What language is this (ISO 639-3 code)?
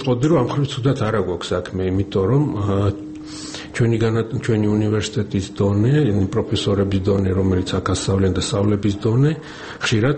kat